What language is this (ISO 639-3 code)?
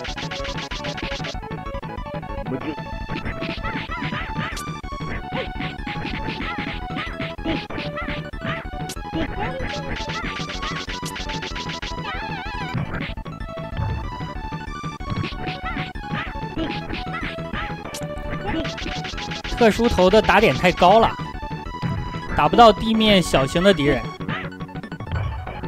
zho